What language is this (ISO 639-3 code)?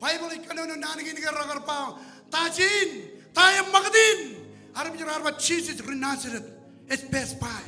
mah